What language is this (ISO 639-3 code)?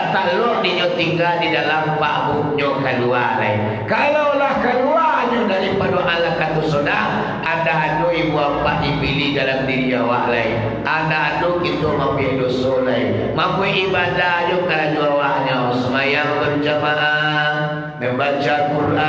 min